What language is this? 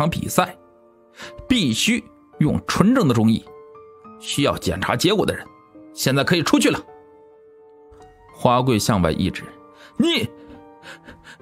Chinese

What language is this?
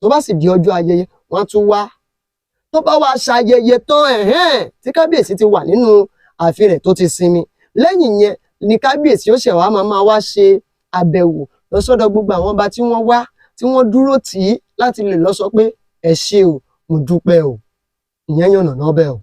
Yoruba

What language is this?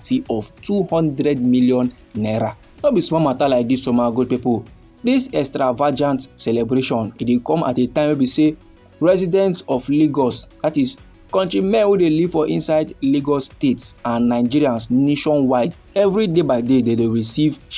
Nigerian Pidgin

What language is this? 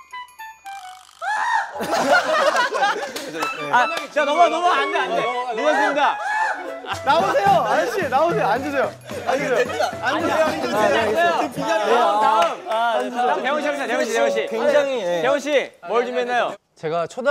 Korean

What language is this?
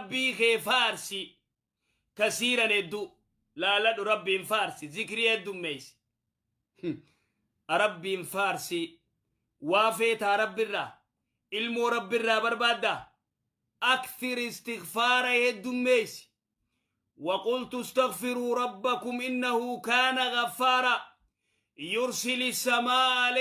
Oromo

